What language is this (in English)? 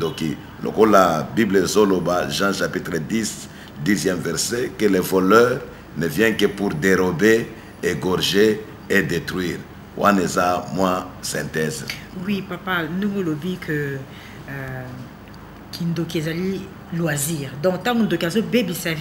Lingala